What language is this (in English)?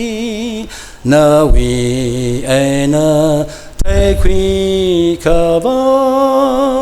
Tangkhul Naga (India)